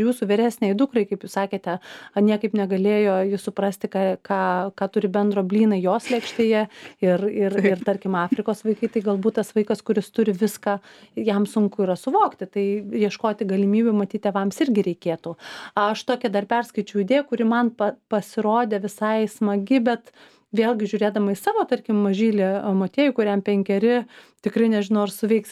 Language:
Lithuanian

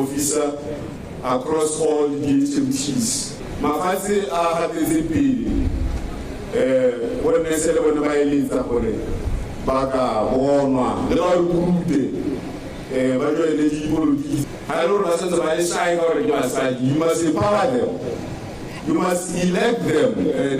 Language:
Tswana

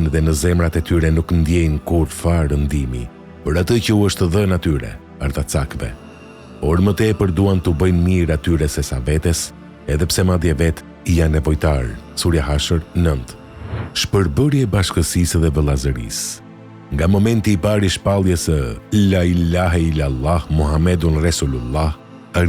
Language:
Albanian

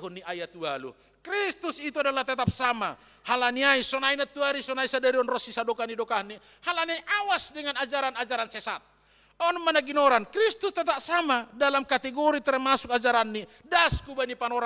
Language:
Batak Simalungun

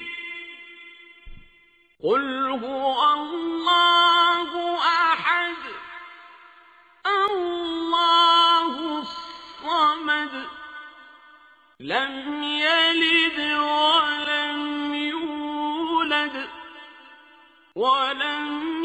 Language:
Arabic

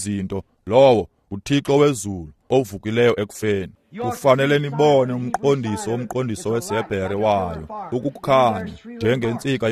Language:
Xhosa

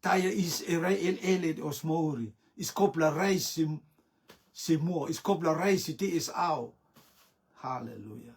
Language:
Rotuman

